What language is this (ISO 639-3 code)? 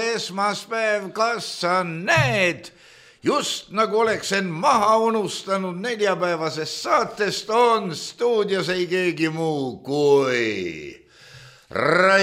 est